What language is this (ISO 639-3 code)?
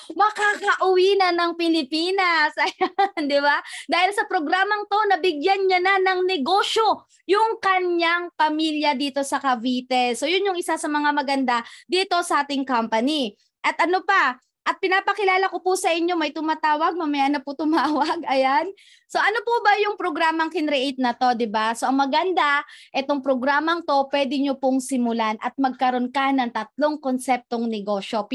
fil